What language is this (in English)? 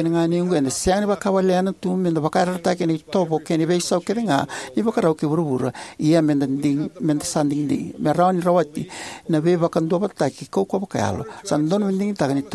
Fijian